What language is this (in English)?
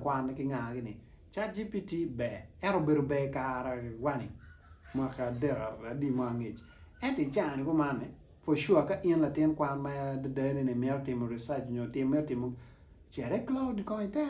Acoli